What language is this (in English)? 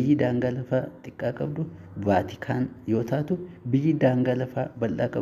Oromo